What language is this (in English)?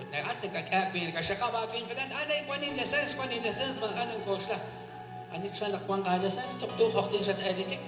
Kekchí